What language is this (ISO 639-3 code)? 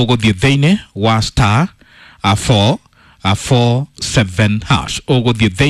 kik